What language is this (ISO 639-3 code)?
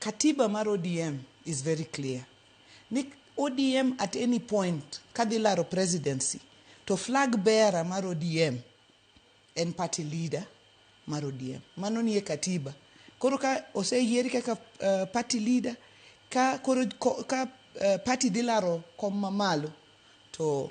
luo